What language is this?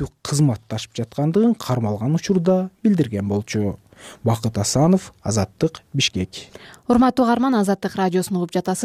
Kyrgyz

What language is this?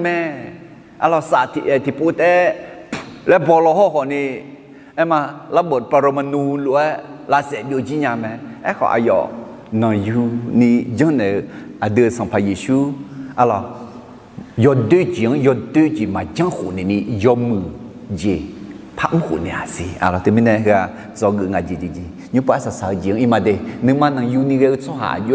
Akha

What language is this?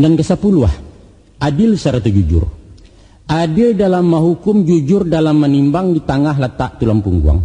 Minangkabau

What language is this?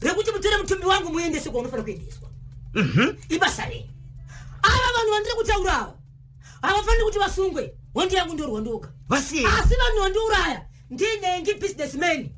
Shona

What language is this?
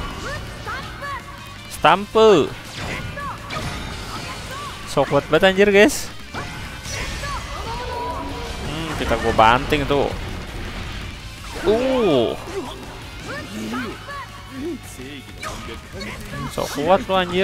Indonesian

